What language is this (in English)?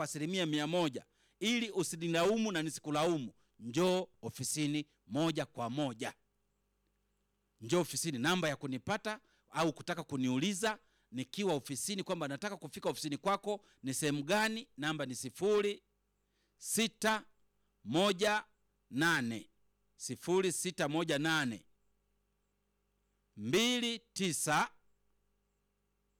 Swahili